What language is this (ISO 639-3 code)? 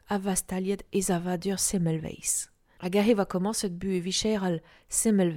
bre